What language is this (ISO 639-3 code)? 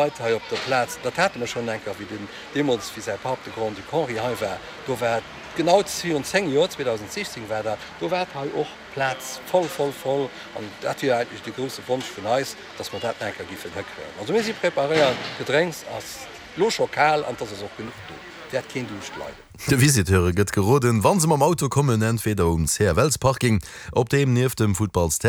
ltz